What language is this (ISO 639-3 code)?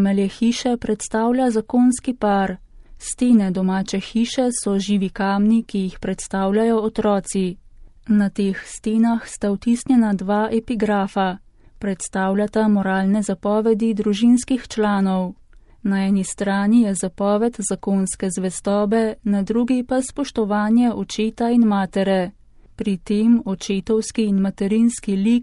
slv